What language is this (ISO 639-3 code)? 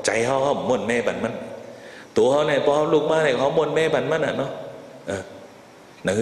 shn